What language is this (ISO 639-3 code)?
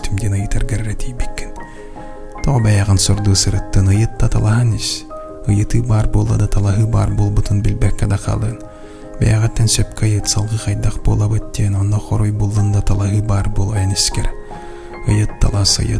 sah